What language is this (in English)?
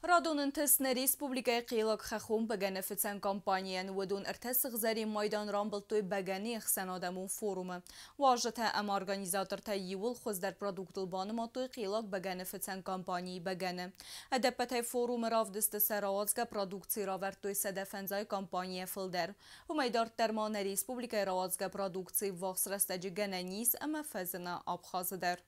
Ossetic